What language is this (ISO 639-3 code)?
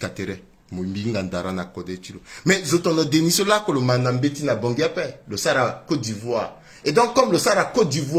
sag